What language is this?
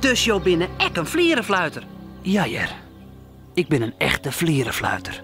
Western Frisian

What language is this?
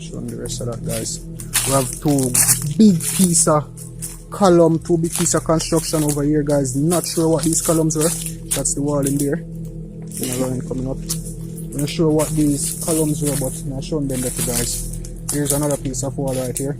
Jamaican Creole English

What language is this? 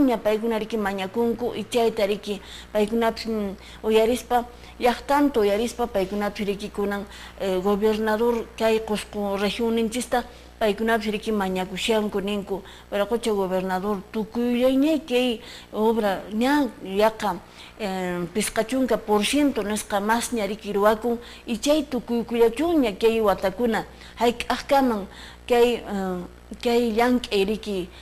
Quechua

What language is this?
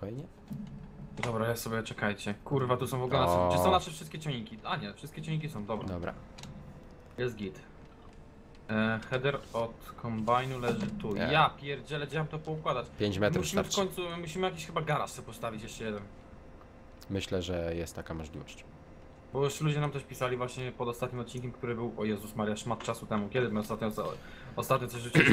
Polish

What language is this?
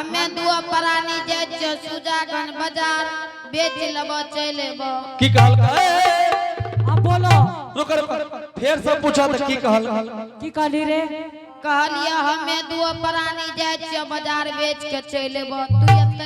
Angika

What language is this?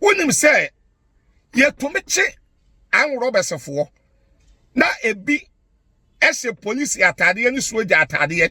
Akan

